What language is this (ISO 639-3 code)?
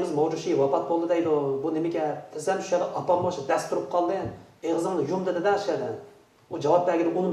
uig